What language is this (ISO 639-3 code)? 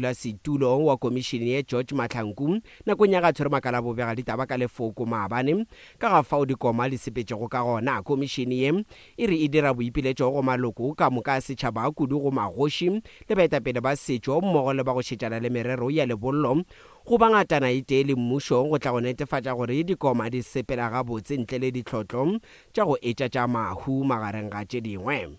nso